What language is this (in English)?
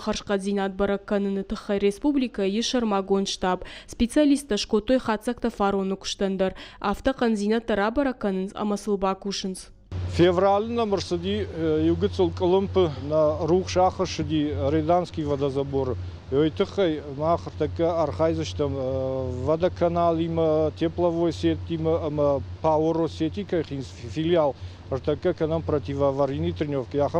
Ossetic